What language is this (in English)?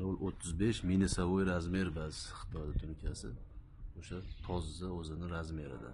Uzbek